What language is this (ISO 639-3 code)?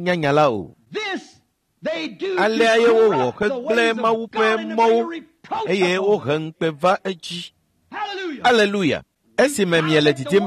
ewe